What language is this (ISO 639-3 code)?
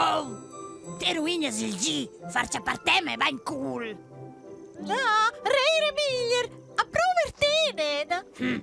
roh